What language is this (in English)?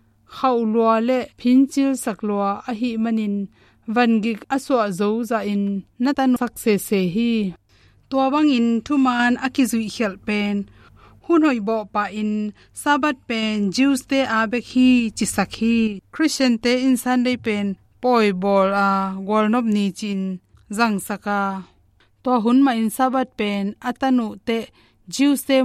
Tedim Chin